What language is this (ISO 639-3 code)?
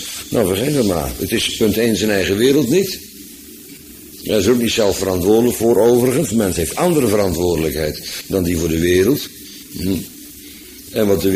nld